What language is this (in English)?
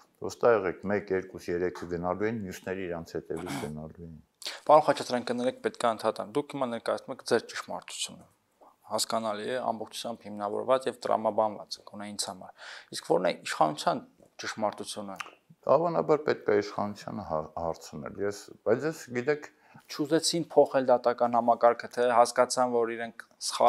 Armenian